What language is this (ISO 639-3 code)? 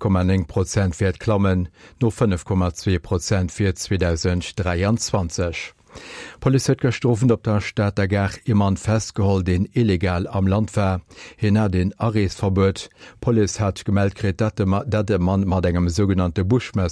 ltz